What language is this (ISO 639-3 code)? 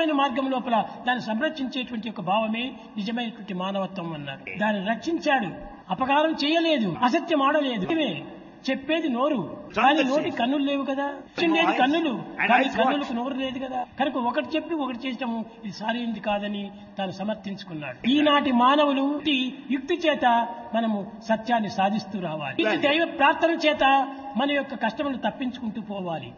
tel